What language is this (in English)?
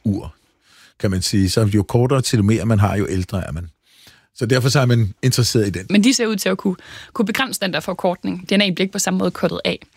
Danish